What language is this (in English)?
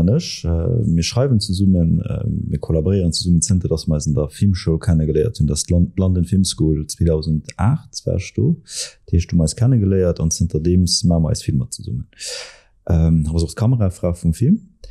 Luxembourgish